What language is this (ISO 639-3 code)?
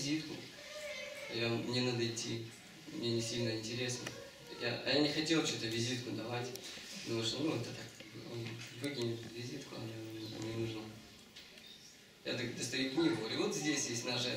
rus